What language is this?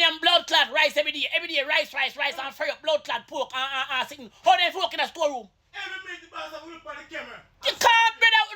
Jamaican Creole English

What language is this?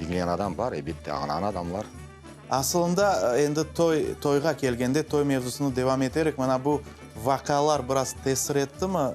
Crimean Tatar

